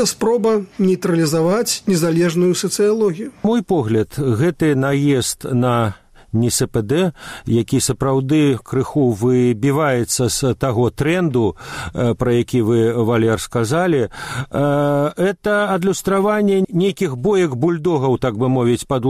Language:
Belarusian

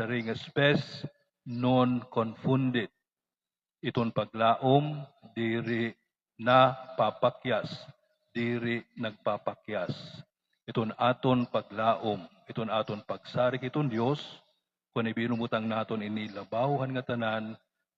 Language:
Waray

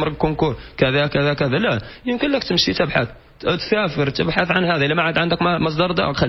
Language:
Moroccan Arabic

